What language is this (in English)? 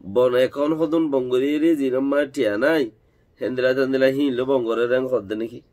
Rohingya